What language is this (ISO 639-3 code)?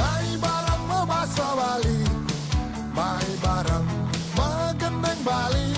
ban